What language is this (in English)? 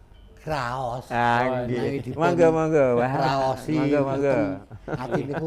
Javanese